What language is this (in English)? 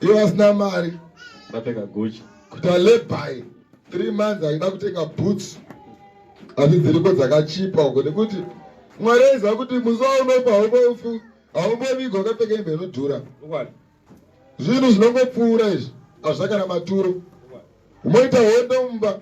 Shona